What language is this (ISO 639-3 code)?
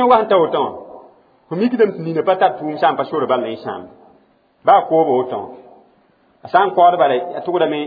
mos